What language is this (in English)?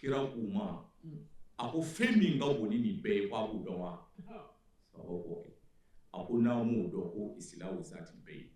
Bambara